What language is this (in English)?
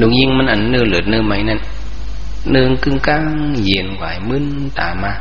Shan